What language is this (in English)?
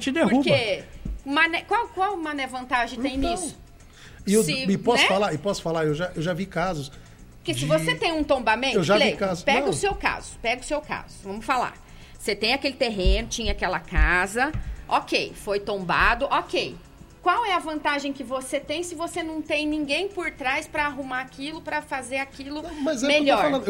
Portuguese